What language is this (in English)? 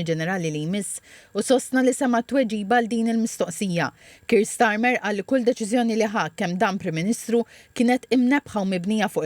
Maltese